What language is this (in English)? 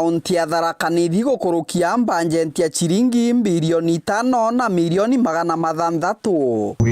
Meru